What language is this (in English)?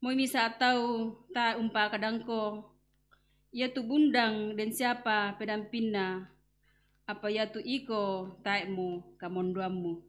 Toraja-Sa'dan